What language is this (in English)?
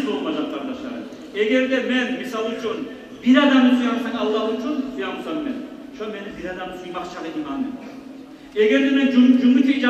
Kumyk